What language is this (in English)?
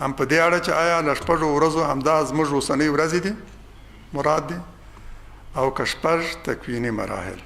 Pashto